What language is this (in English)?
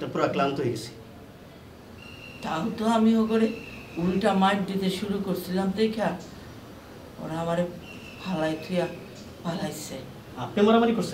Bangla